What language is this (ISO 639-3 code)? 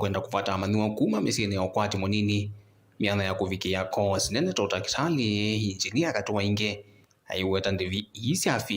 kam